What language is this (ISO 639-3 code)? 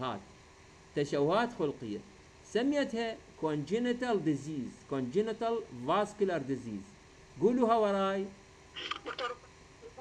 acm